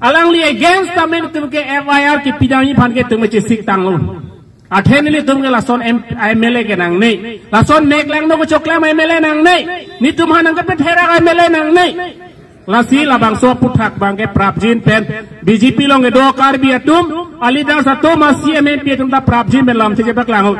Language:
Karbi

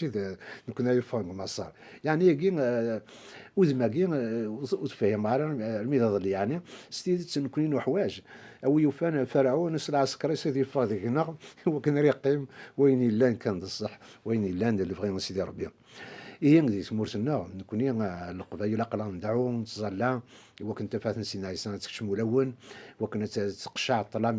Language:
Kabyle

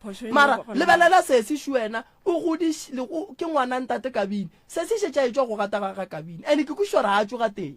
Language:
Northern Sotho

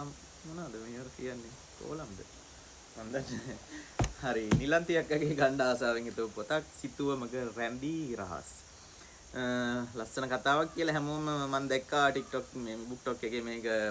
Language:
Sinhala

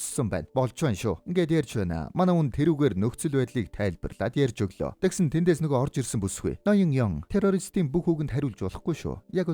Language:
Mongolian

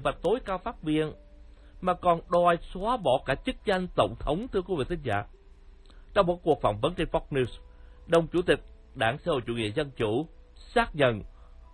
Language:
Vietnamese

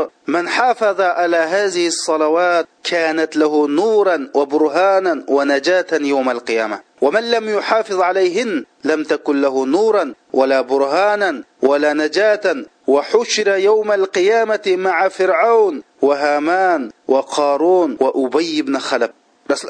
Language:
Uyghur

